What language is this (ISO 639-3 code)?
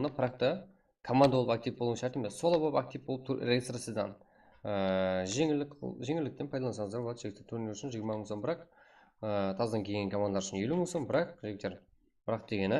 kaa